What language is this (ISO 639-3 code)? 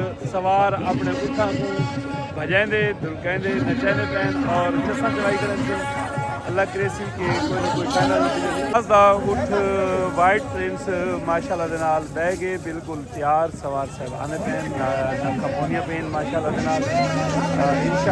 skr